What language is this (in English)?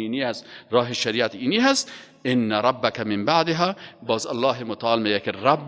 Persian